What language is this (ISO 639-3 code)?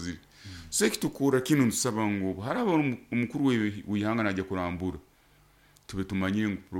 nyo